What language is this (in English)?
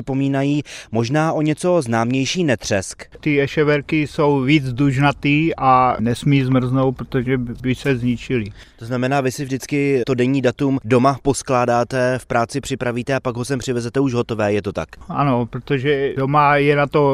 Czech